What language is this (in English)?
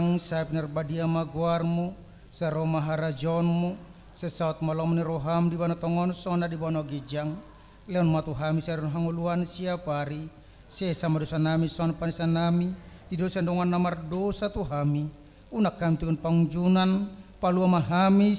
Batak Toba